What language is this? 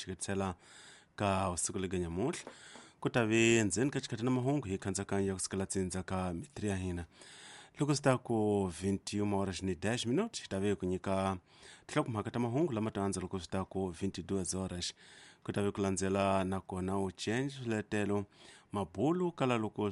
Tsonga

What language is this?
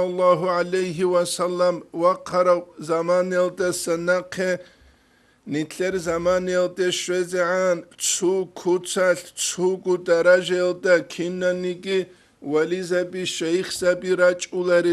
Avaric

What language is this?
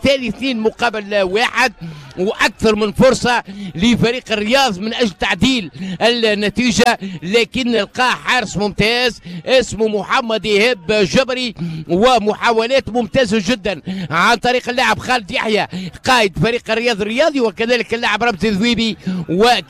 Tunisian Arabic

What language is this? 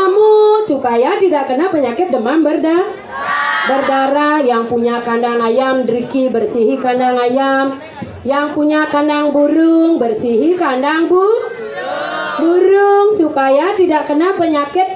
Indonesian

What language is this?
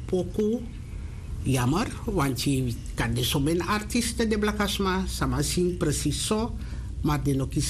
Sranan Tongo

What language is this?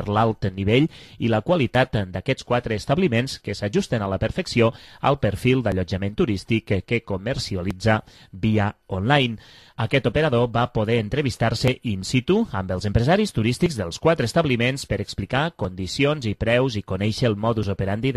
Catalan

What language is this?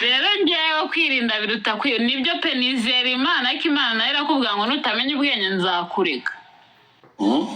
Kinyarwanda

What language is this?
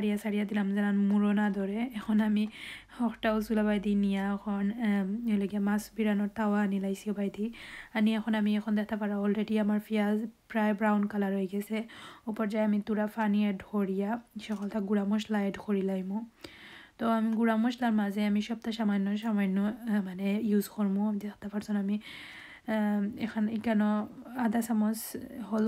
Sylheti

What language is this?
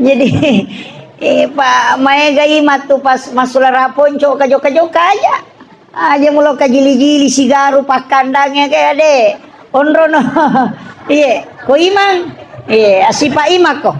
Buginese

